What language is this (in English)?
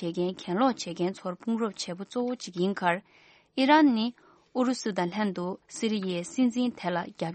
Tibetan